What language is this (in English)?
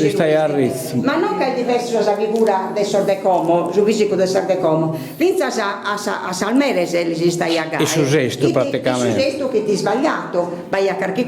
Sardinian